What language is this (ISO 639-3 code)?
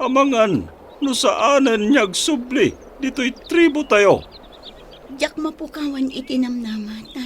ilo